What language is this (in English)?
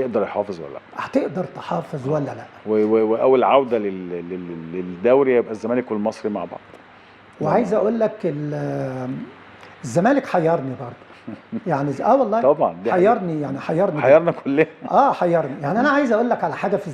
Egyptian Arabic